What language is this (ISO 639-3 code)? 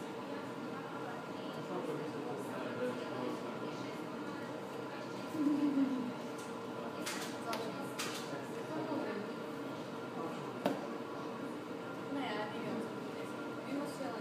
hrv